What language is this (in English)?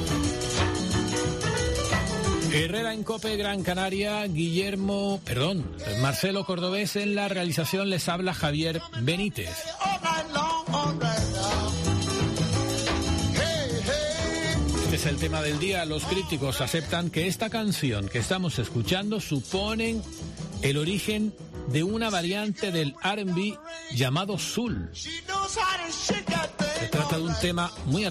Spanish